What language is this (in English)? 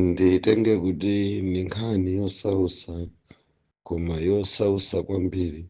Nyanja